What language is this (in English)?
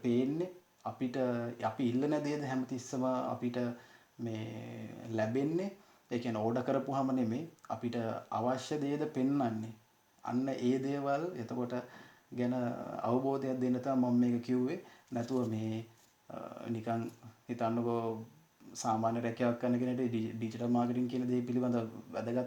Sinhala